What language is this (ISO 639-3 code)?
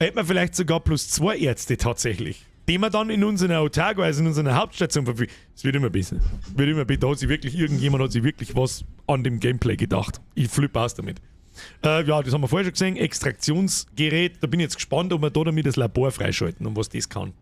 bar